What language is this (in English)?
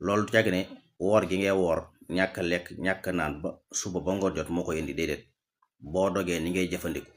Wolof